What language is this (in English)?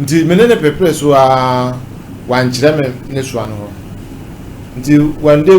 Akan